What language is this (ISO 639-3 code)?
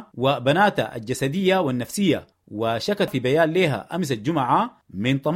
apd